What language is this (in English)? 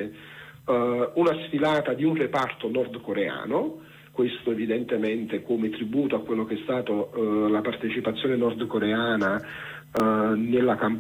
Italian